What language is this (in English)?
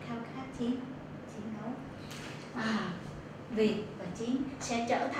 Vietnamese